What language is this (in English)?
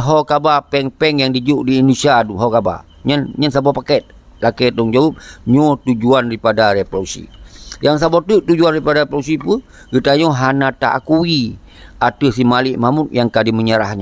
Achinese